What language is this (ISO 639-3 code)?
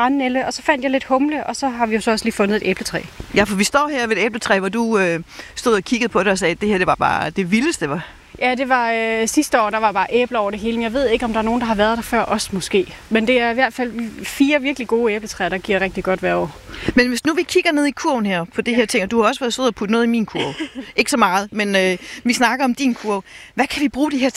dan